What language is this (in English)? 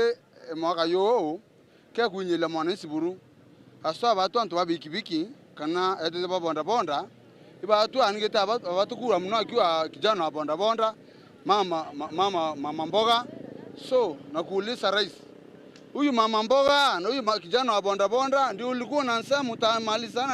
Meru